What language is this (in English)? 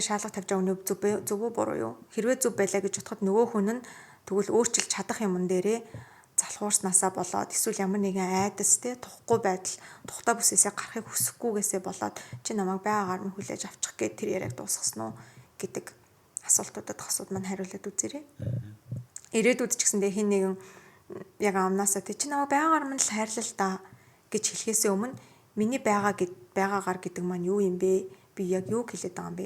Mongolian